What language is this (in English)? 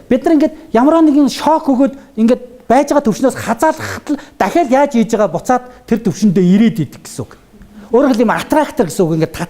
Mongolian